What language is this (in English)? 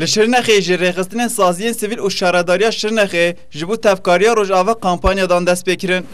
Kurdish